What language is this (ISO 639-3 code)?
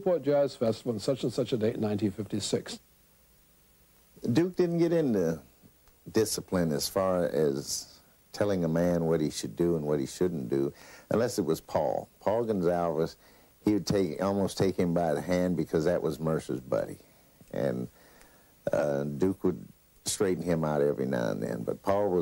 eng